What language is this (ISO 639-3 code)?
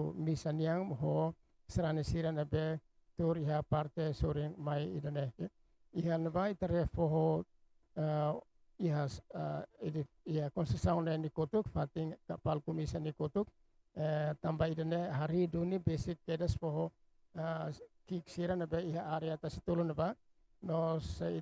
tet